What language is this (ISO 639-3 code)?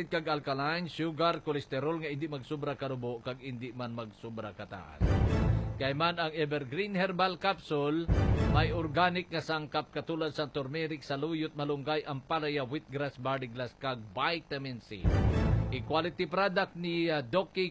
hil